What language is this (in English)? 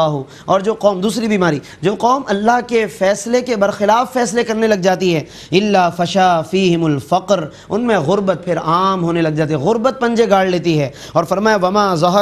Urdu